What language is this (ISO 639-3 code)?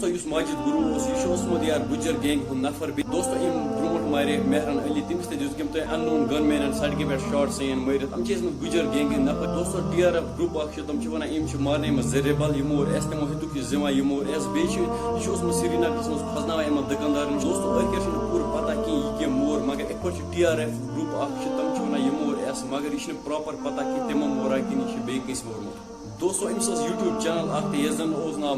kas